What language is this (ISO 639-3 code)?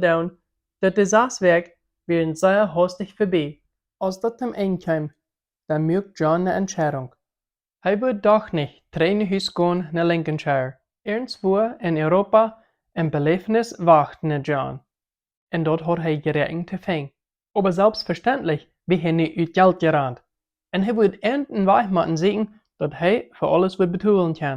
pdt